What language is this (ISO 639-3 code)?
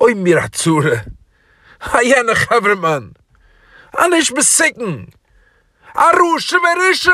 yid